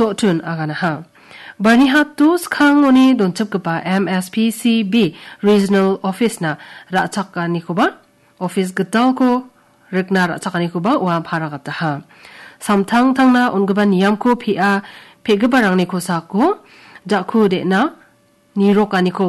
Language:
Garo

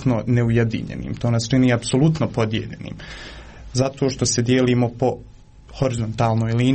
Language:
Croatian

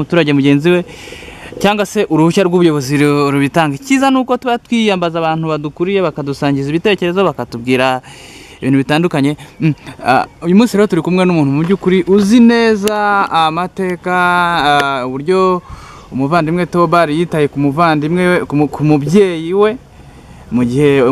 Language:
Kinyarwanda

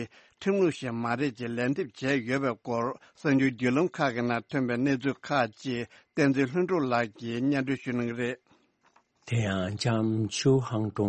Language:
Tibetan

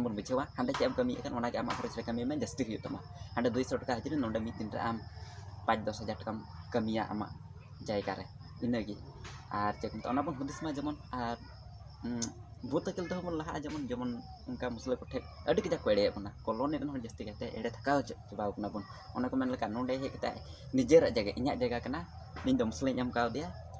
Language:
Santali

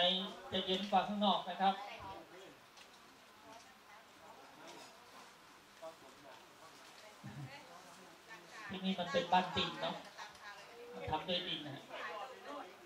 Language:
Thai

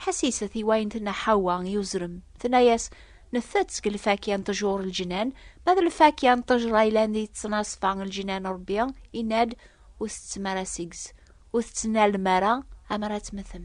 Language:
Kabyle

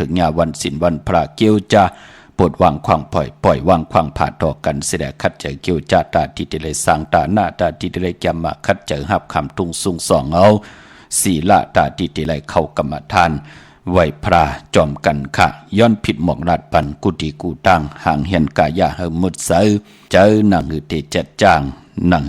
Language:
Shan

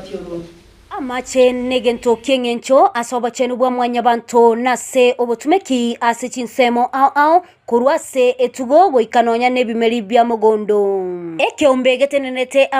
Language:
Gusii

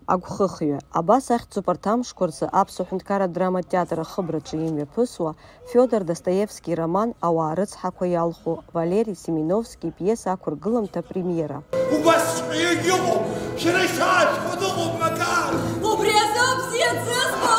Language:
Abkhazian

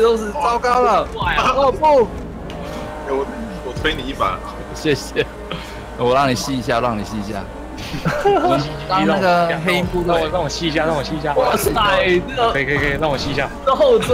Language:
Chinese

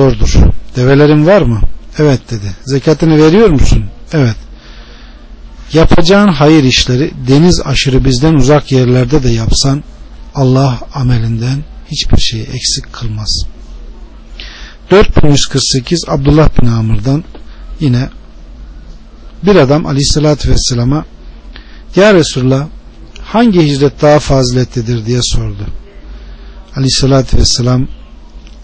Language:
Turkish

